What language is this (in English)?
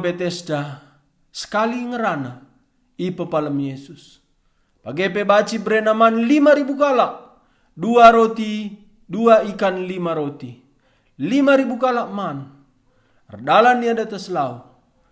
Batak Karo